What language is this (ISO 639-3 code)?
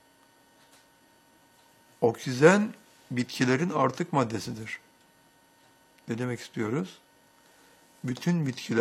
tur